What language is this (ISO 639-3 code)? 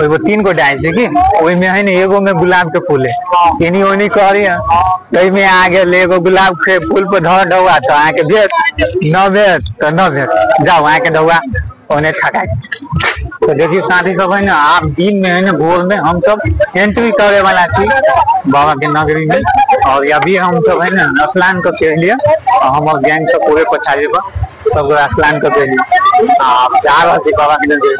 mai